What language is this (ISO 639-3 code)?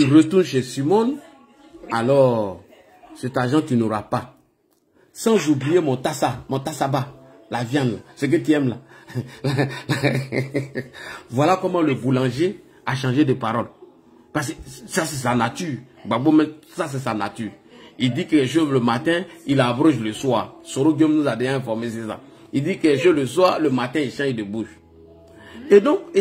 fra